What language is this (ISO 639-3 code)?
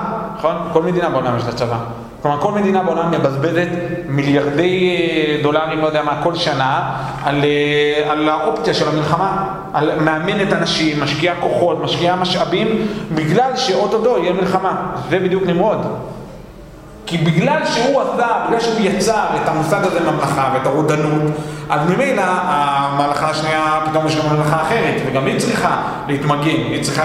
heb